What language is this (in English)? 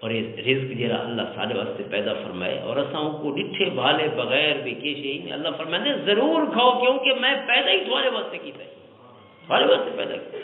Western Panjabi